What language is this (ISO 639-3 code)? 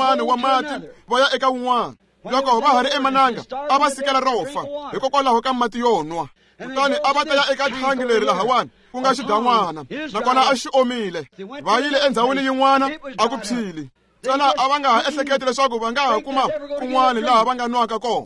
tso